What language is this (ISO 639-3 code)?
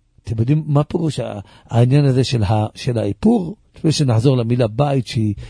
heb